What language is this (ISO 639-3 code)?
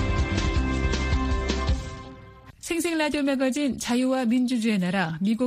kor